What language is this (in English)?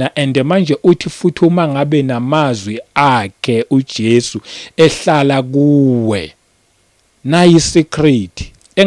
Zulu